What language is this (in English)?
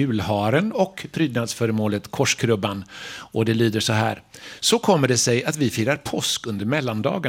Swedish